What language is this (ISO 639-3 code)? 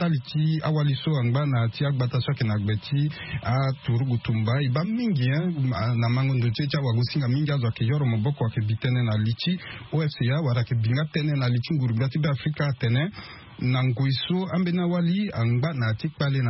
sag